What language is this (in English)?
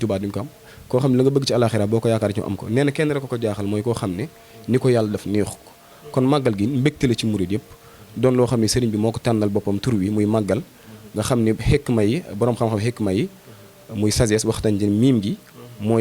Wolof